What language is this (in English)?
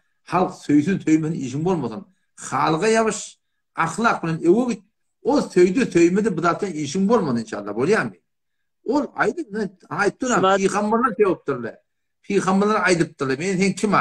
Turkmen